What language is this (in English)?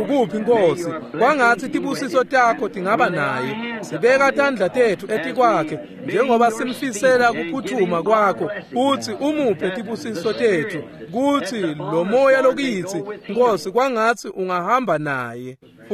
Swati